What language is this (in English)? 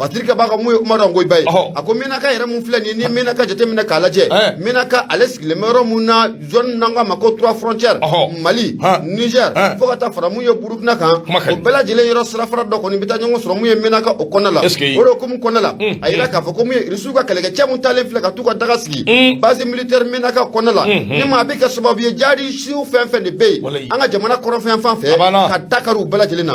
Bambara